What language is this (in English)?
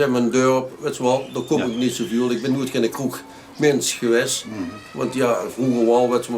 Limburgish